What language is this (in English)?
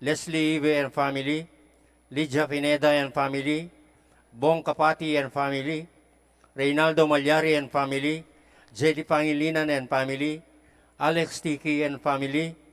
Pampanga